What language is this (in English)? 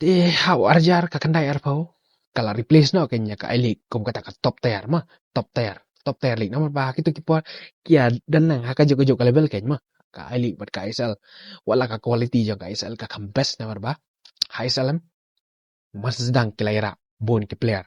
Khasi